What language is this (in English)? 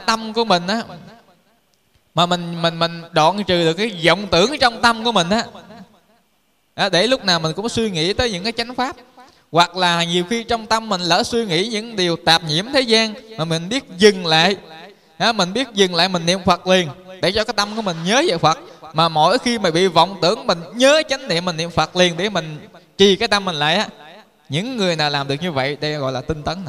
Vietnamese